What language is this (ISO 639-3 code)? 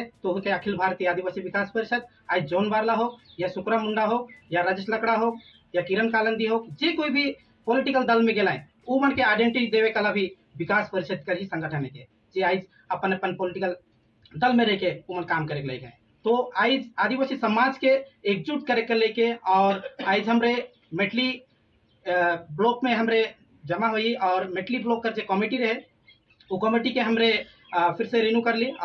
sck